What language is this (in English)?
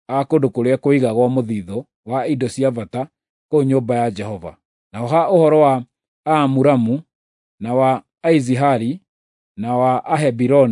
Kikuyu